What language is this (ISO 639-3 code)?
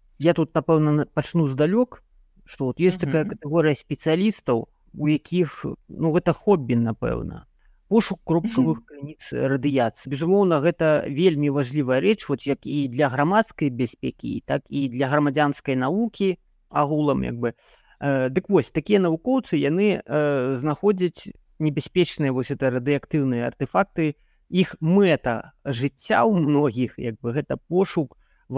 bel